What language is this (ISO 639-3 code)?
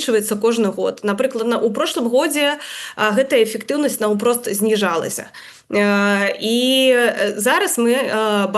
bel